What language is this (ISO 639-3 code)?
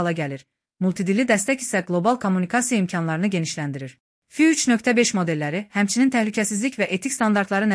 aze